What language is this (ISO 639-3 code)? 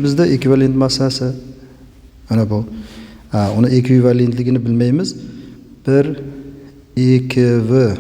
uzb